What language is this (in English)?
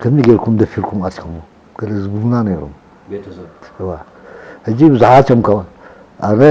Tigrinya